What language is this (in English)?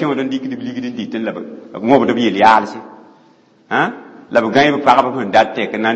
Mossi